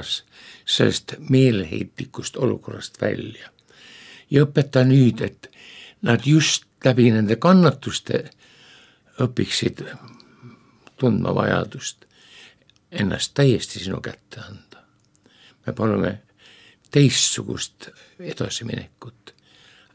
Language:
Estonian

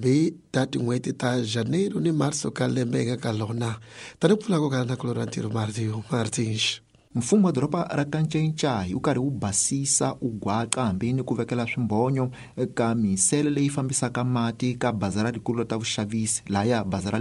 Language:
Tsonga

